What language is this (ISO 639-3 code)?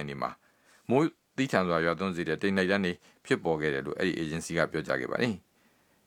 mya